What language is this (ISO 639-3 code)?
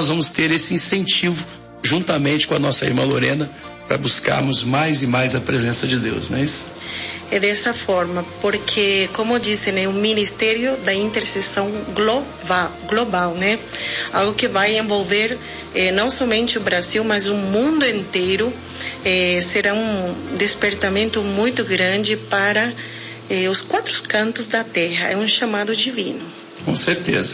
por